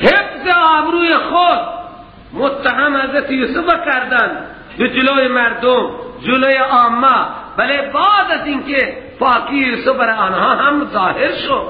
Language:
Persian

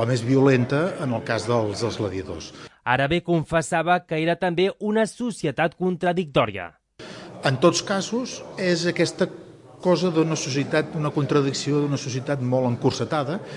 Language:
Catalan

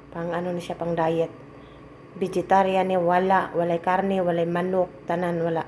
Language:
Cebuano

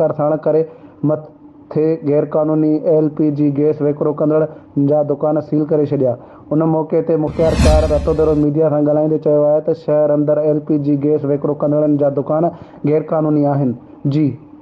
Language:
Sindhi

